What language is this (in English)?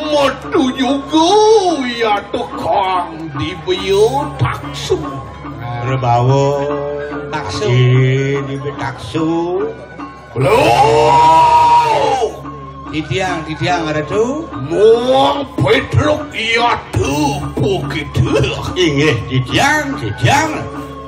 Balinese